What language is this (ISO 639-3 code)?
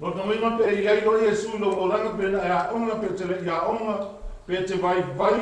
smo